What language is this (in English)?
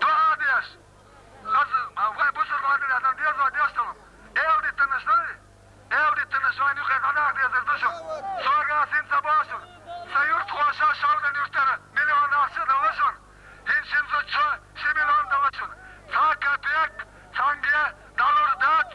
Chechen